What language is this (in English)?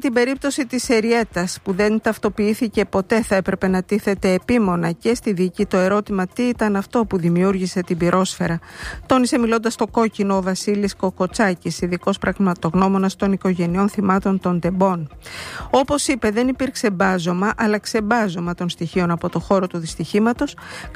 Greek